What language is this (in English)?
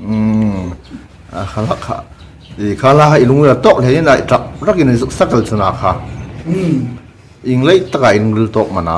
Hmar